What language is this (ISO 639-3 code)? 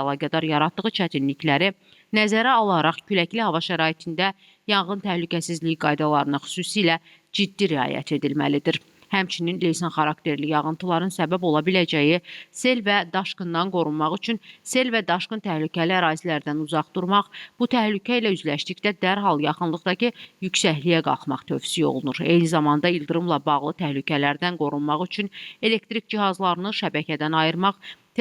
aze